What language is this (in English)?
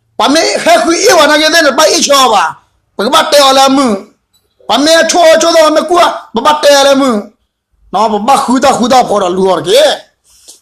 S'gaw Karen